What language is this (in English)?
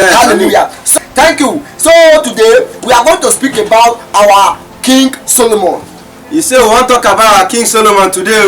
Nigerian Pidgin